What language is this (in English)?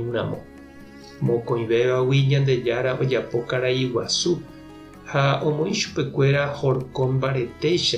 Guarani